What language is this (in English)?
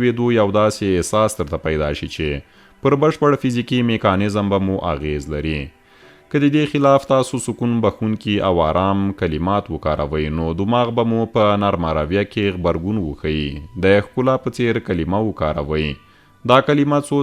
Pashto